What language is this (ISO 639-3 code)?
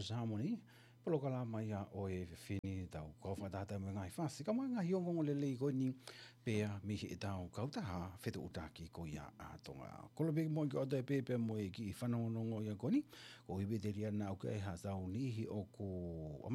ton